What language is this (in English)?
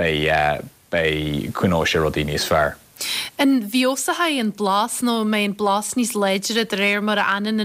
Irish